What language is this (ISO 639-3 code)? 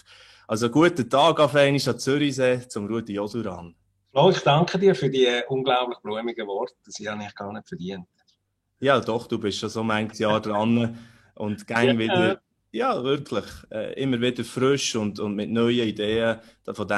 gsw